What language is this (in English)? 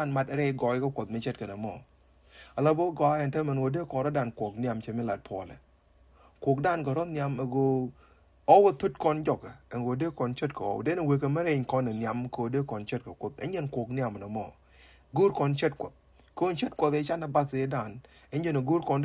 Nuer